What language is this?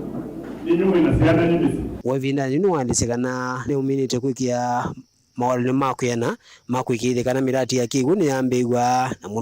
Kamba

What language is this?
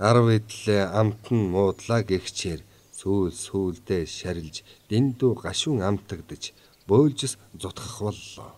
Mongolian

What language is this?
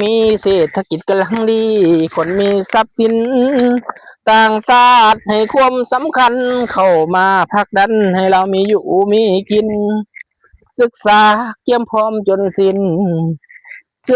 Lao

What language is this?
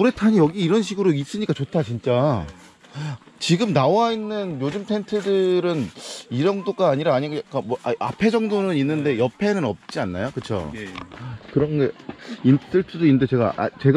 Korean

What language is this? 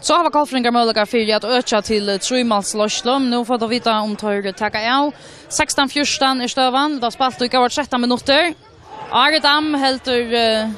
Faroese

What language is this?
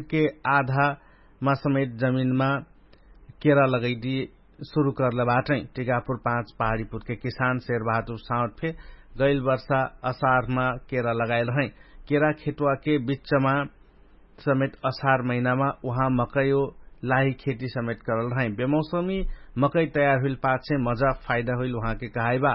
Dangaura Tharu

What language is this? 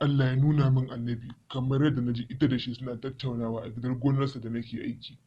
Hausa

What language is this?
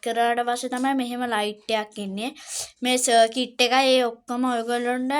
Sinhala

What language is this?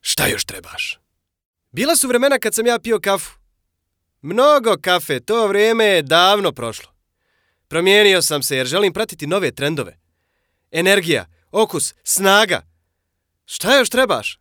Serbian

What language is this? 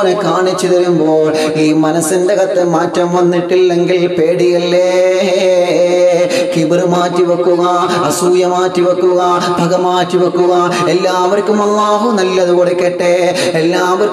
Malayalam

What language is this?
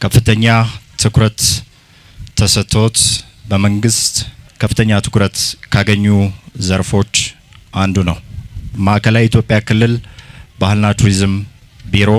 Amharic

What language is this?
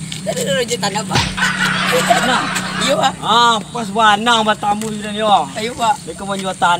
Minangkabau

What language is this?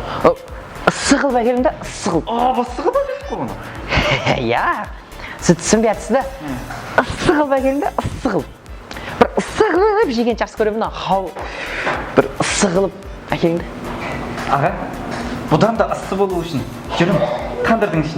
Kara-Kalpak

